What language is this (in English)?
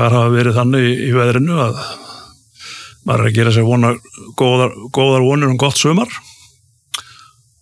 Icelandic